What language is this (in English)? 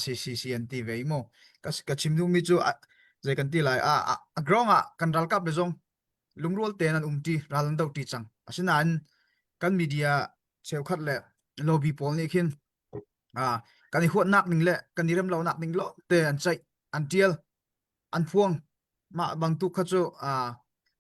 Hakha Chin